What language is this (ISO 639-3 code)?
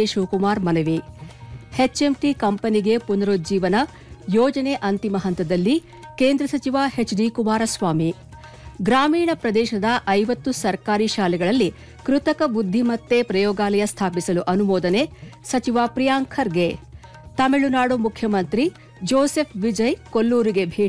kan